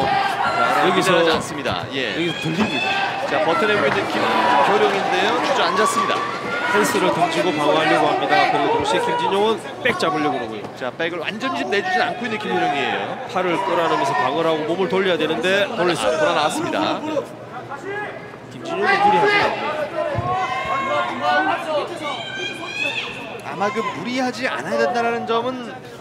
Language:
Korean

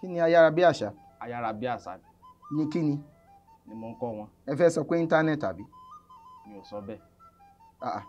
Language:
Yoruba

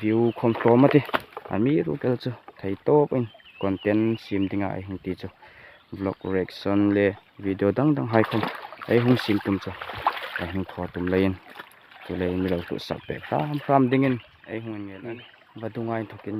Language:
Hmar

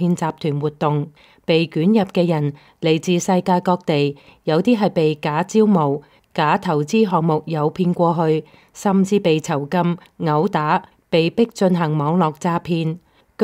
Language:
Cantonese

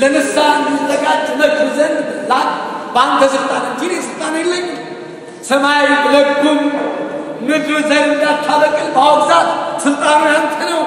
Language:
Amharic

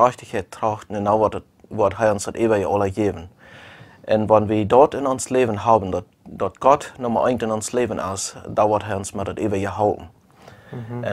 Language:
Plautdietsch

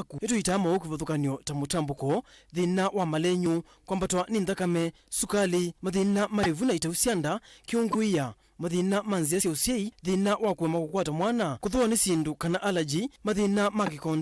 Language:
Kamba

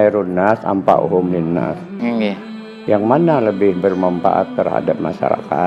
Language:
Banjar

